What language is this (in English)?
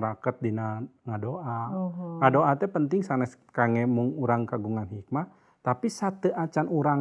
Sundanese